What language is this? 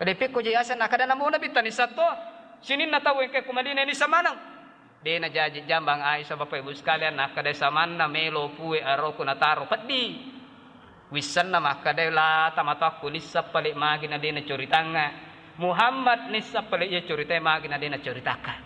Buginese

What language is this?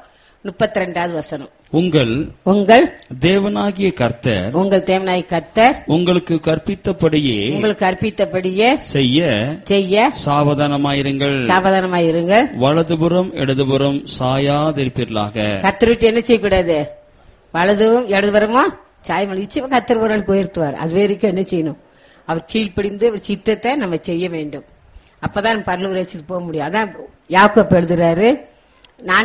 Tamil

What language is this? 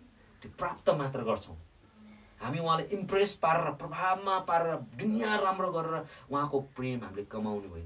Nepali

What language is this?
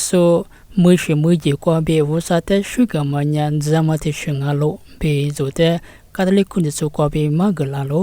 Lisu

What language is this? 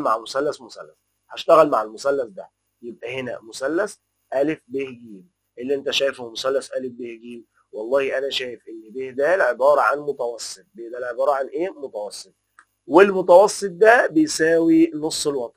Egyptian Arabic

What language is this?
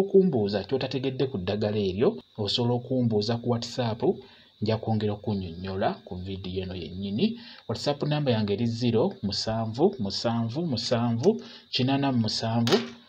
Ganda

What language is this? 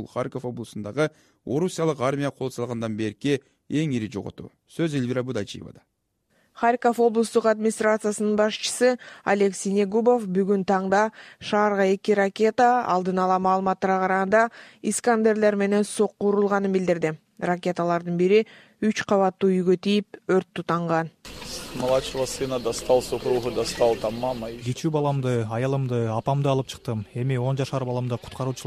Kyrgyz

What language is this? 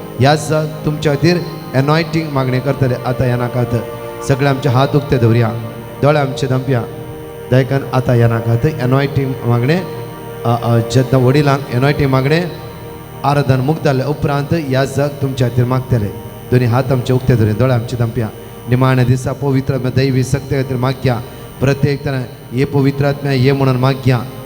Konkani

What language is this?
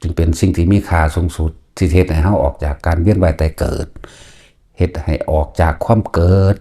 Northeastern Thai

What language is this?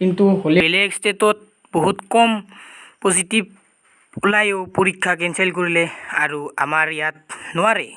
Assamese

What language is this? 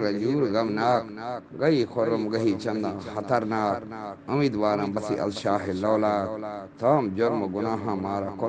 Eastern Balochi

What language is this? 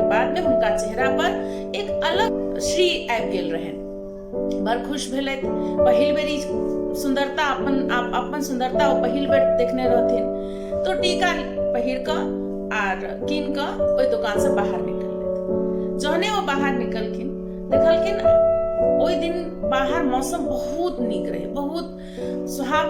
Maithili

